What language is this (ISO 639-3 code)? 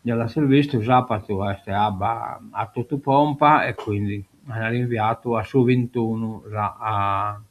srd